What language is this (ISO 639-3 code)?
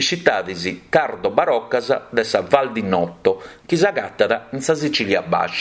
srd